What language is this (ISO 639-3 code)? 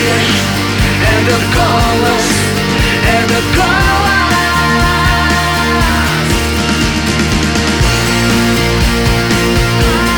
rus